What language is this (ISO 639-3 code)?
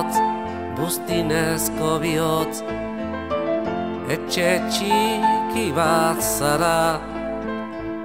eus